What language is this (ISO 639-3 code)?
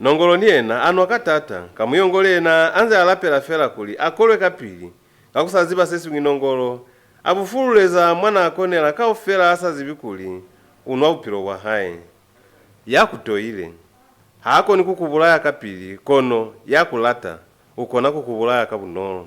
loz